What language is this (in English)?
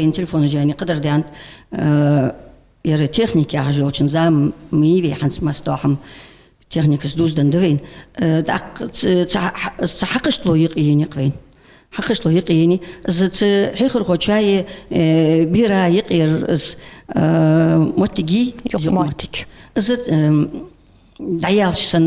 Ingush